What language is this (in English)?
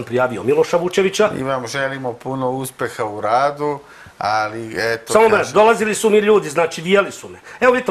Serbian